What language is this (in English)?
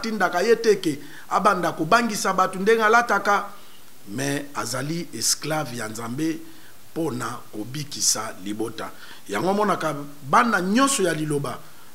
Lingala